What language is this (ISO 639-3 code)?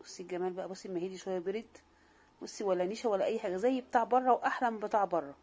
arz